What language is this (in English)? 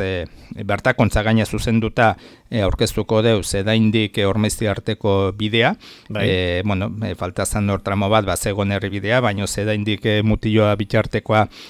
Basque